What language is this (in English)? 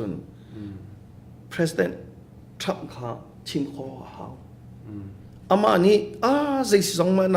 Hakha Chin